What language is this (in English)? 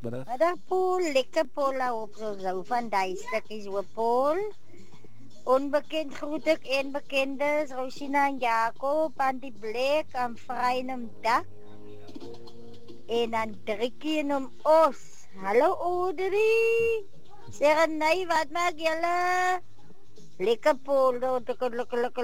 Afrikaans